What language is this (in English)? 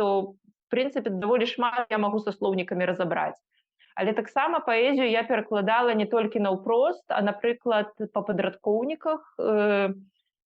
Belarusian